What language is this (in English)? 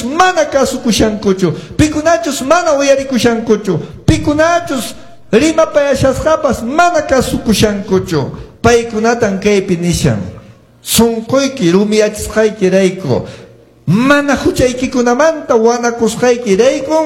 Quechua